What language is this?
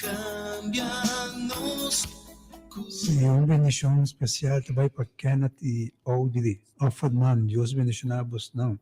Papiamento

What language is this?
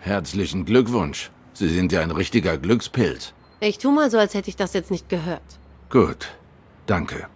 Swiss German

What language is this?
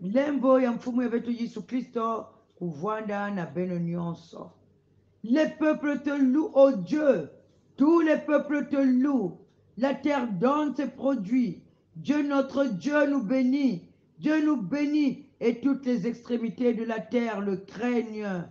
Kongo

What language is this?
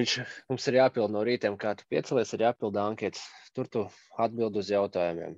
Latvian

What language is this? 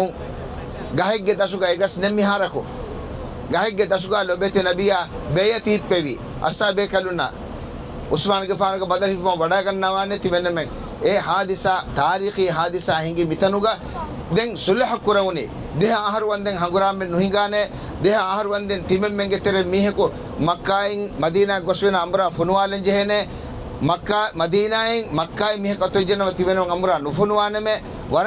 Divehi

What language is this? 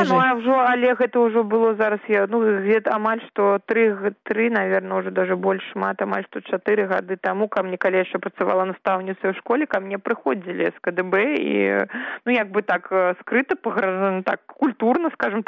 Belarusian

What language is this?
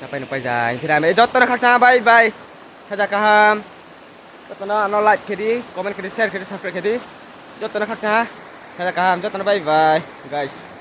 Riang (India)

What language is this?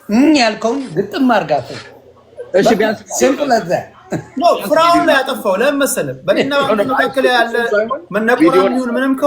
Amharic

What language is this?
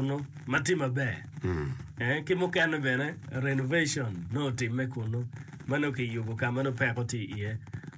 Acoli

